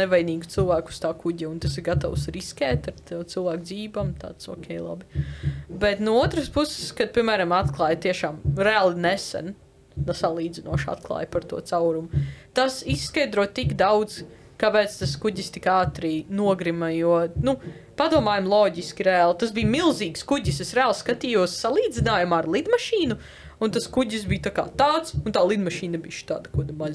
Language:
Latvian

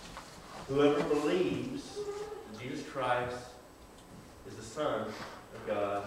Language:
English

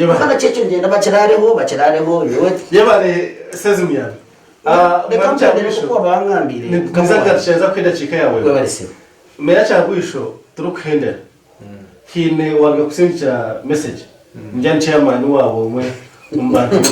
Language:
Nyankole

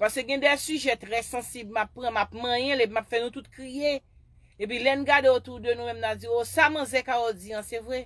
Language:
Haitian Creole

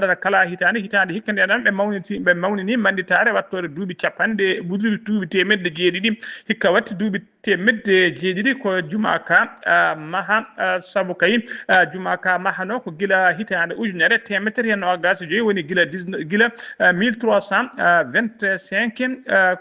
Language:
Fula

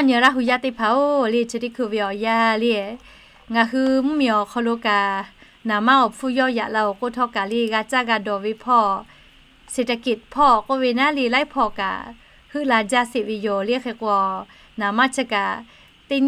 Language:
Lahu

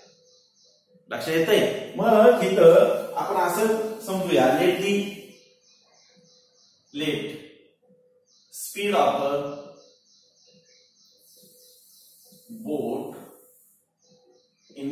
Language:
Marathi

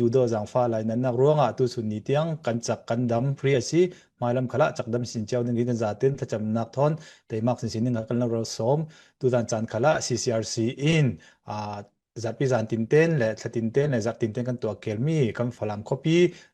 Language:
Falam Chin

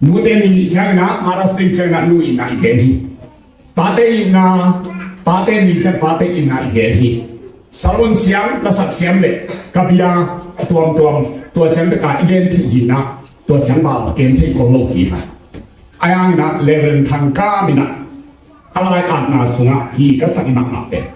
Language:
Tedim Chin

